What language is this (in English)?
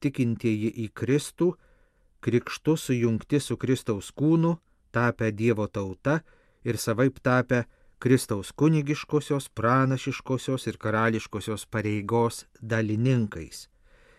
Lithuanian